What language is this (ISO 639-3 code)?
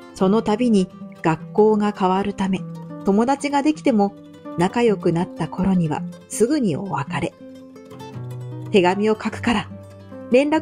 jpn